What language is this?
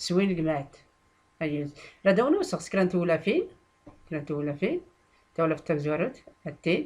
Tachelhit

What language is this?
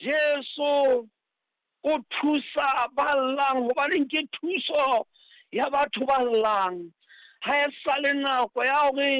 Southern Sotho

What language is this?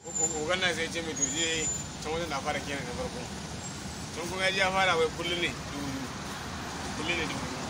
Hausa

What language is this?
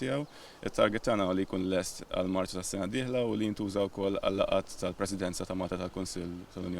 Maltese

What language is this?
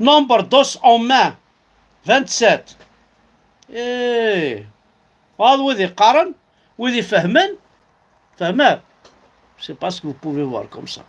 Kabyle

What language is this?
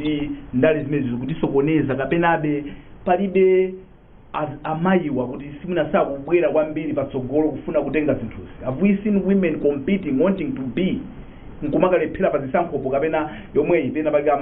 Nyanja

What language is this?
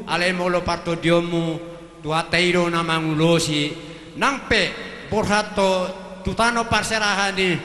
Batak Toba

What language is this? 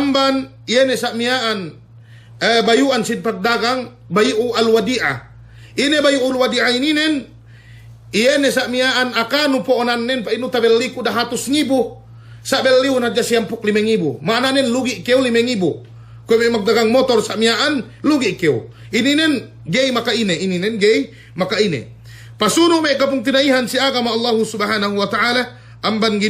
Yakan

